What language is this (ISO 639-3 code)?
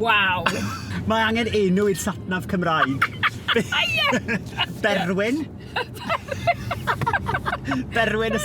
cym